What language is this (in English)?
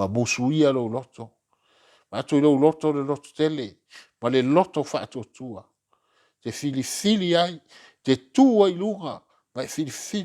Samoan